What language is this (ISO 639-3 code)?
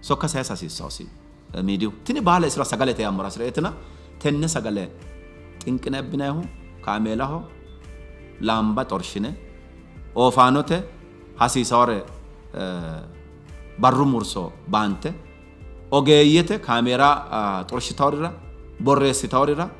sid